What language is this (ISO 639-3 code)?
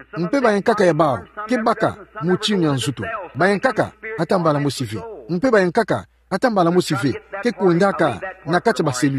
ktu